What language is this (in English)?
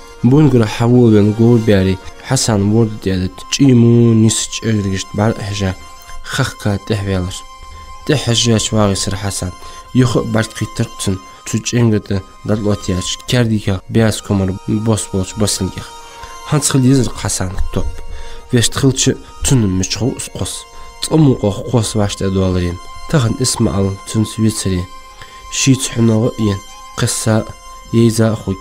Ingush